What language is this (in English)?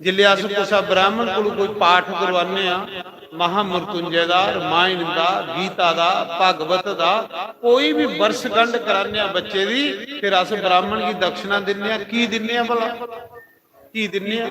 Dogri